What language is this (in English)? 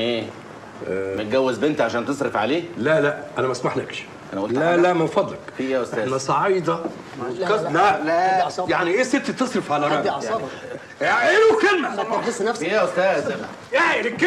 Egyptian Arabic